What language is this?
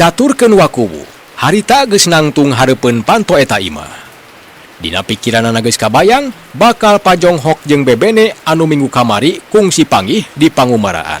Sundanese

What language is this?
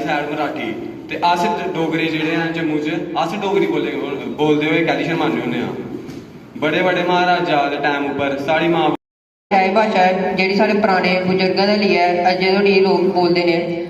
Dogri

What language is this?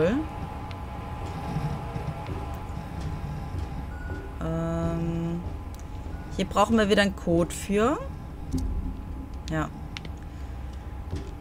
German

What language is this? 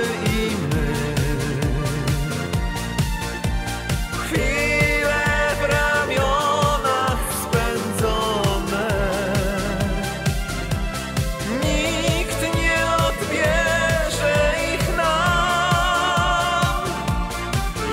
Polish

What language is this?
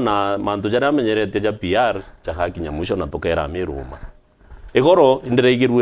Meru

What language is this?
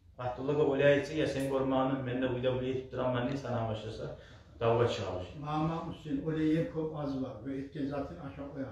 Kumyk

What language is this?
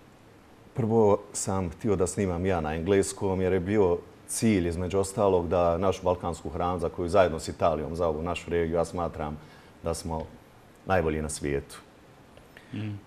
Bosnian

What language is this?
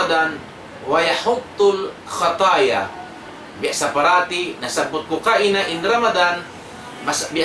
Tausug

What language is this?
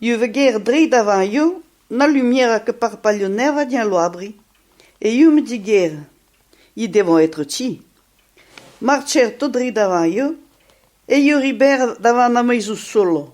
Occitan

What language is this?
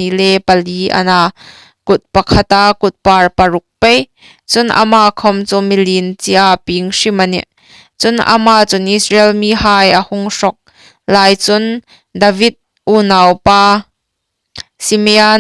Hmar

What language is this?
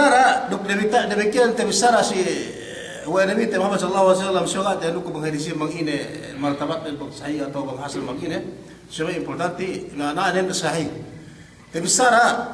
Yakan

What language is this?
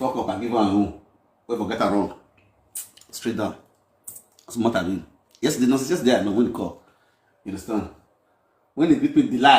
Nigerian Pidgin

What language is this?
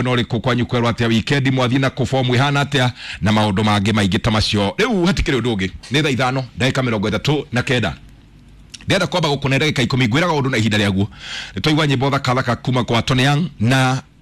Kikuyu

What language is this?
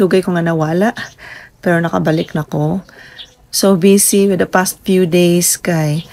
Cebuano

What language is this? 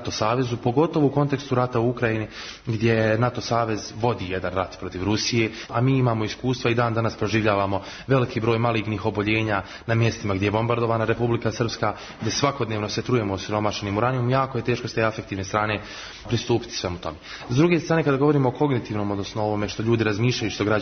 Serbian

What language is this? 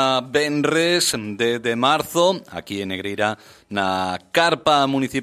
Galician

